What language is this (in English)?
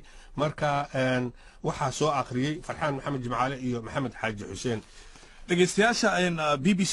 Somali